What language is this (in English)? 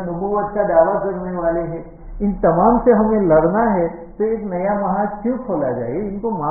Urdu